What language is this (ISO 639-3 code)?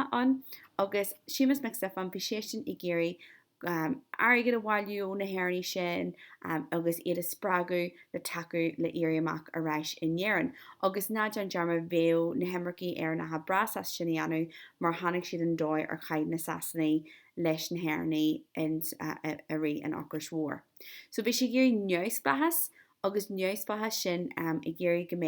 gle